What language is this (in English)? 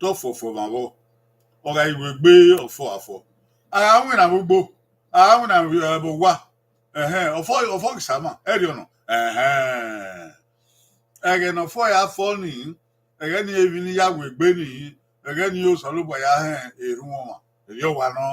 Bini